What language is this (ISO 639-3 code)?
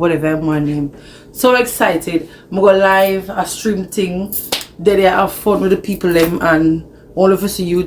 jam